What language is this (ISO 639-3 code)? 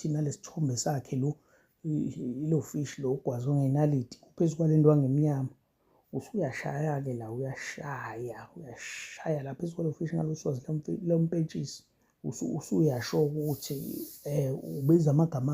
zul